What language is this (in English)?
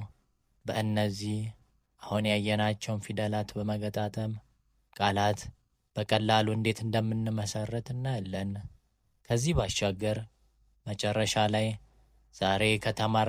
Amharic